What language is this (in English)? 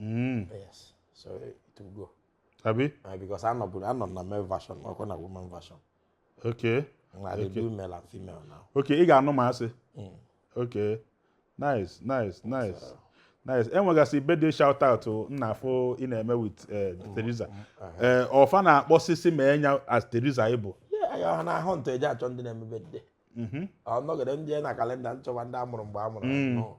Igbo